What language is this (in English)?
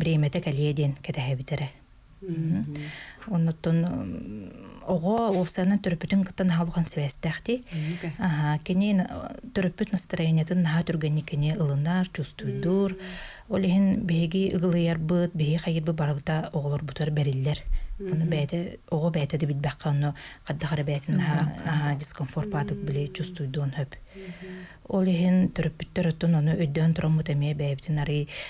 Yakut